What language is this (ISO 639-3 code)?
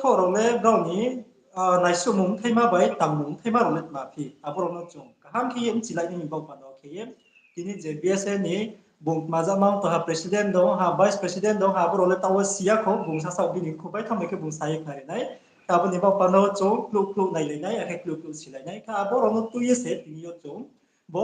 ria